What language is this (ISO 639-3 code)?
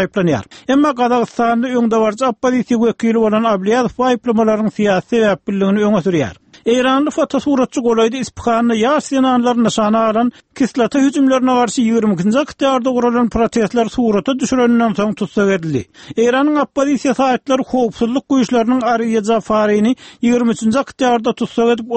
tuk